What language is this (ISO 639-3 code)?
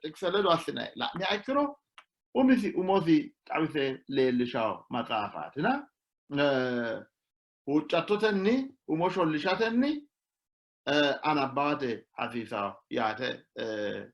sid